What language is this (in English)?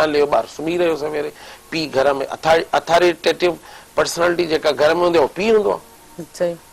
Sindhi